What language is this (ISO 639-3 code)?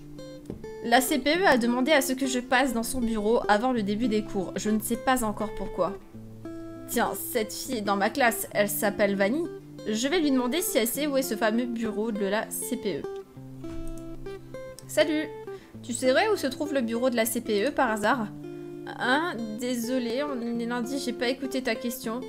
fra